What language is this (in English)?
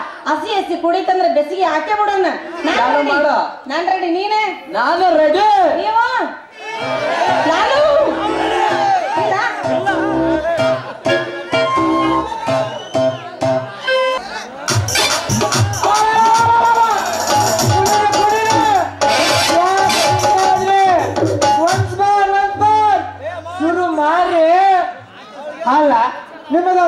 Kannada